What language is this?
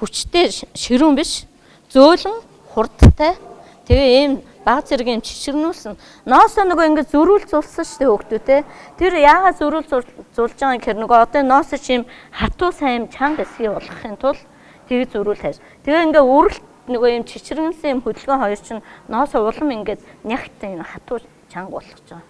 Mongolian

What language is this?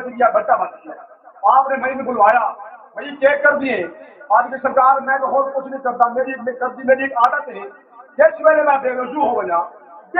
Saraiki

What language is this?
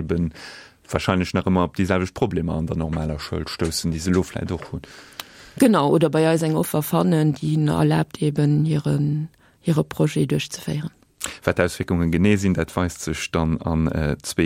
Luxembourgish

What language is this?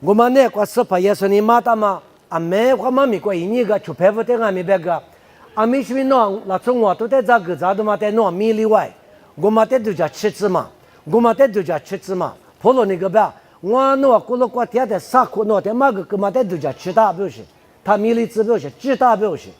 Lisu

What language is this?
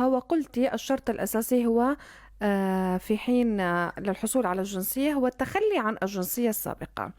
North Levantine Arabic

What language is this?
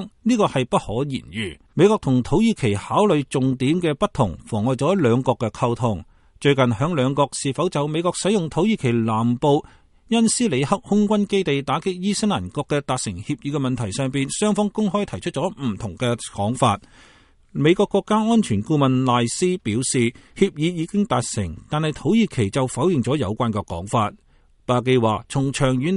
Cantonese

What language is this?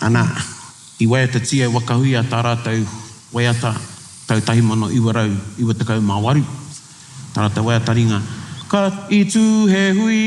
Māori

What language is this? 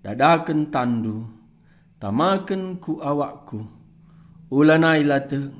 Batak Karo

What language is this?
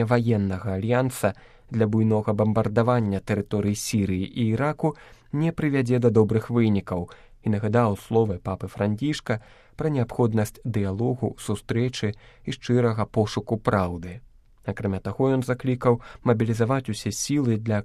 Belarusian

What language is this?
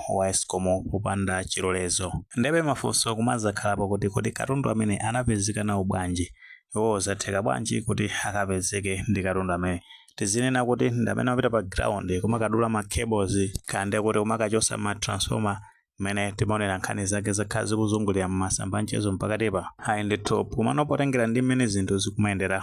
Nyanja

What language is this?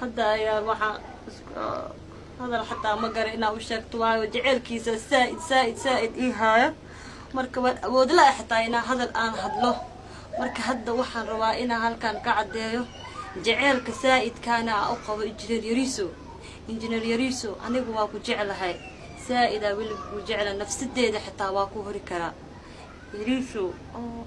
Somali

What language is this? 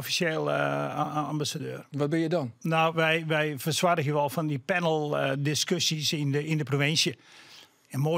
Western Frisian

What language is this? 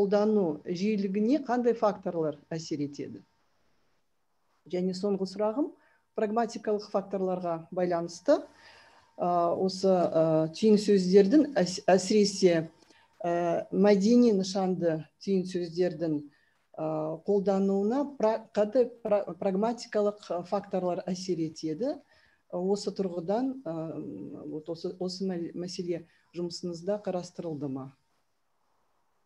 Kazakh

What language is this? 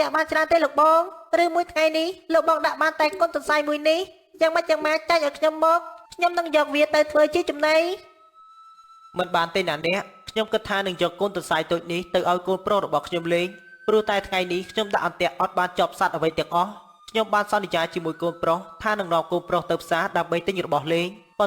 Khmer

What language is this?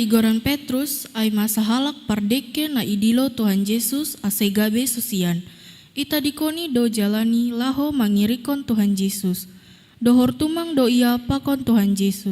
Batak Simalungun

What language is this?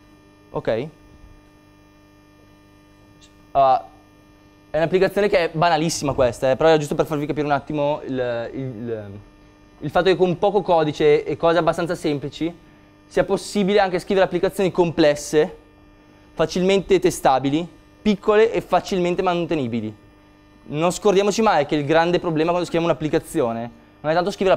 Italian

